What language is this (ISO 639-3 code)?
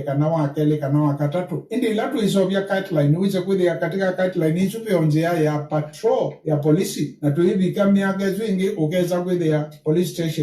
kam